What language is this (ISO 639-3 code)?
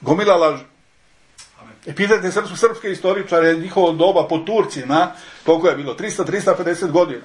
srp